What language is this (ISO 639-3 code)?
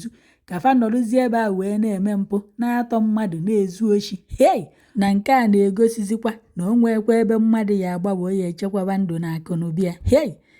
ibo